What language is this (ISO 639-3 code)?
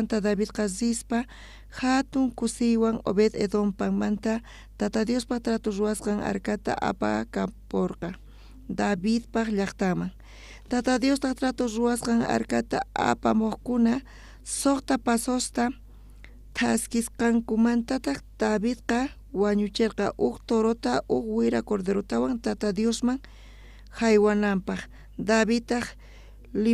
quh